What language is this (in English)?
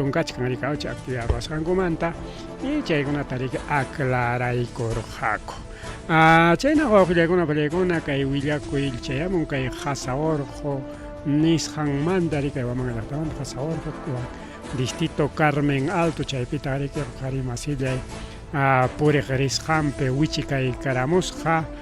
Ayacucho Quechua